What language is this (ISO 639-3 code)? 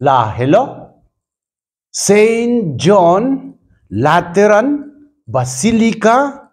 mjw